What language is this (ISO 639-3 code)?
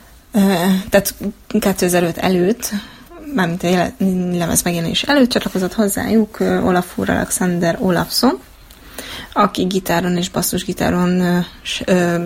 hun